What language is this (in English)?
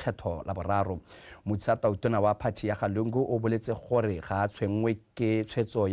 Tswana